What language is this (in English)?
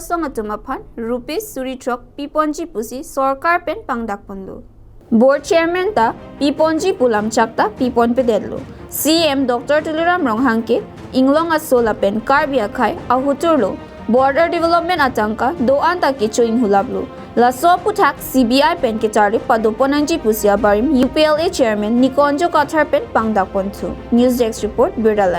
Karbi